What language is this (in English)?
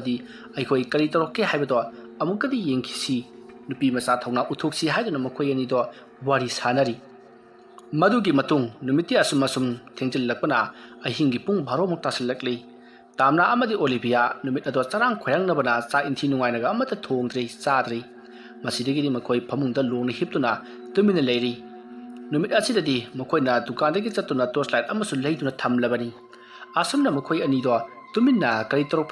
Manipuri